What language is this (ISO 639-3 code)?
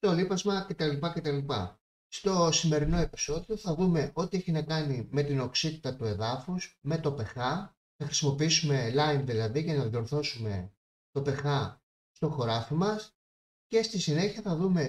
ell